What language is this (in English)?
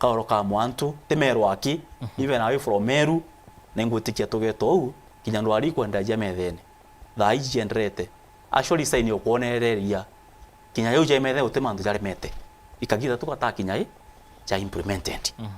Meru